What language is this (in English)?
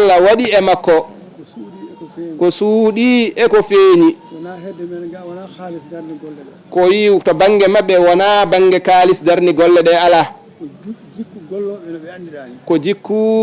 Fula